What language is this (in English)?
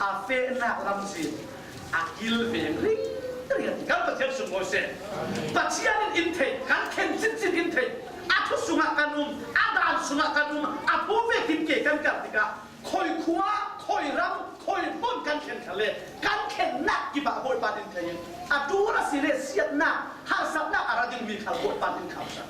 Falam Chin